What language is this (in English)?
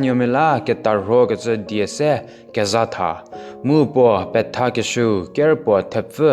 Angami Naga